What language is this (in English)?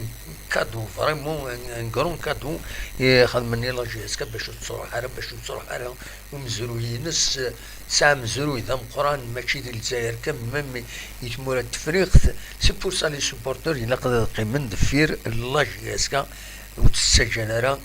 Kabyle